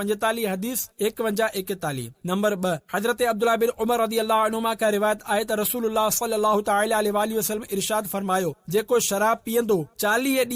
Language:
Sindhi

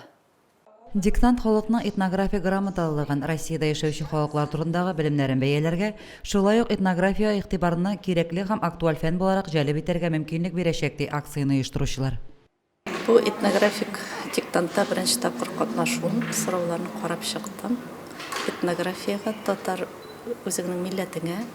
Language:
Tatar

